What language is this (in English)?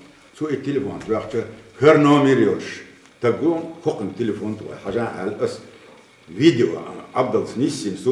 Chechen